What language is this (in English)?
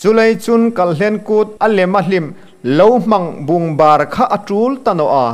Hmar